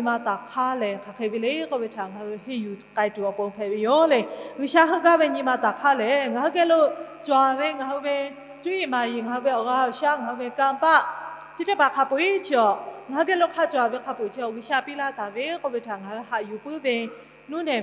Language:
Lahu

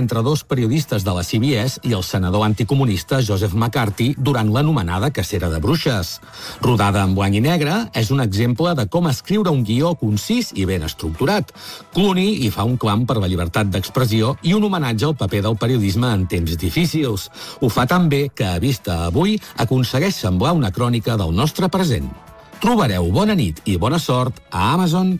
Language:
Catalan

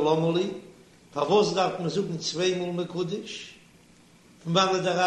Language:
Yiddish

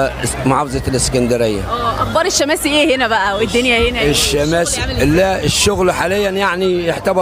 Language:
Egyptian Arabic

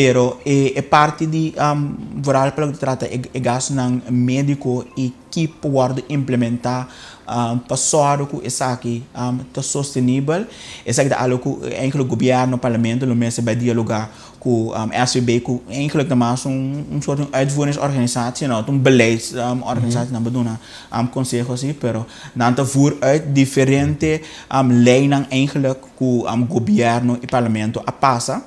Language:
Papiamento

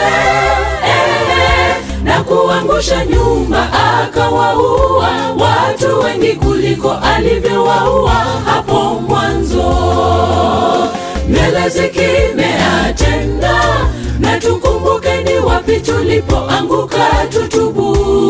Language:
Swahili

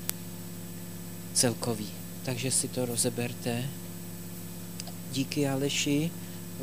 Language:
Czech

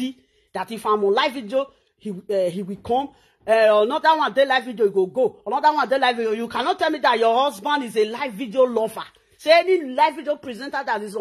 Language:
Nigerian Pidgin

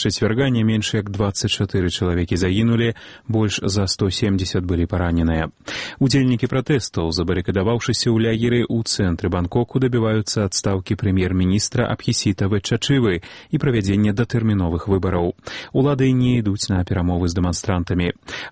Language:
Belarusian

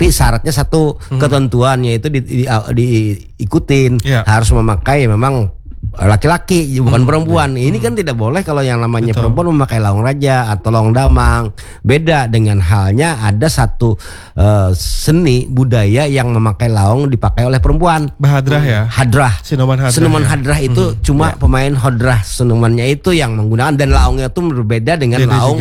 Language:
Indonesian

